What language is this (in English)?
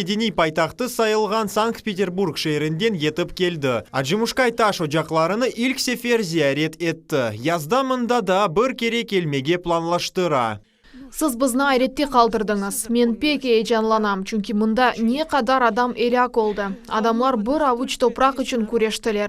Crimean Tatar